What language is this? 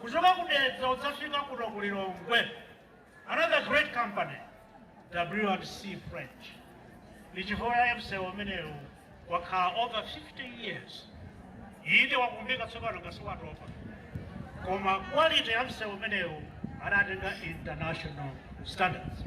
Nyanja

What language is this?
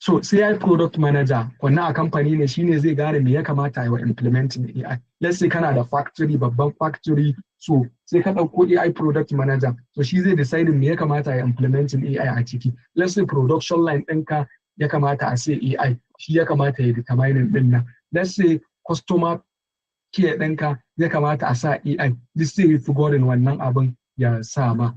Hausa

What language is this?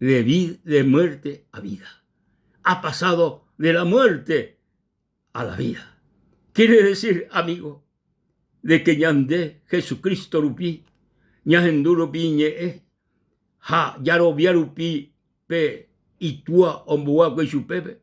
Guarani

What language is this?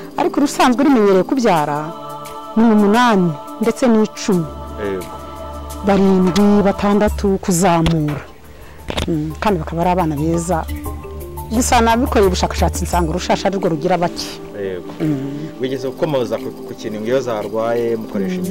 Kinyarwanda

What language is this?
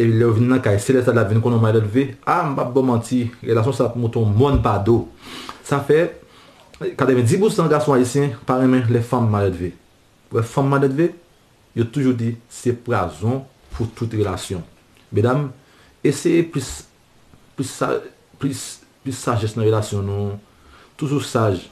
Haitian Creole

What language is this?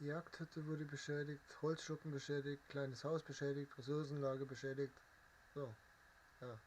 Bavarian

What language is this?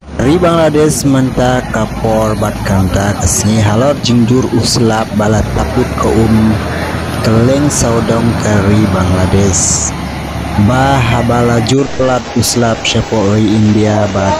Khasi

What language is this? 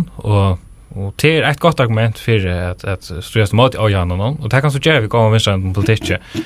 Faroese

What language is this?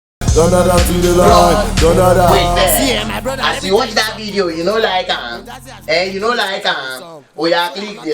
Nigerian Pidgin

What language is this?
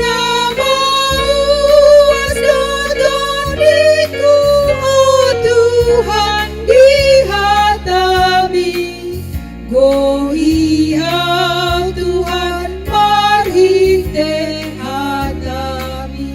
Batak Toba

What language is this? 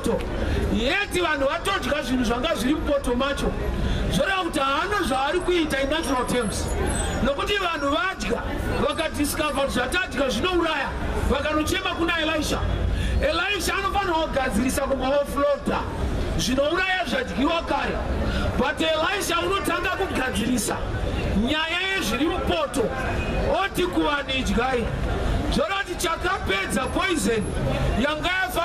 Shona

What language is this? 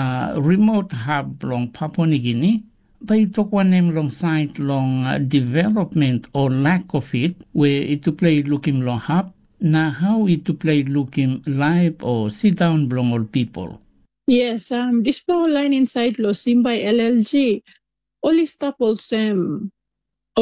Tok Pisin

